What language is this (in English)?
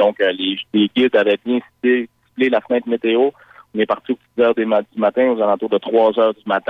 French